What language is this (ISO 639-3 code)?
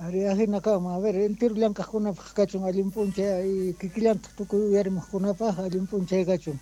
que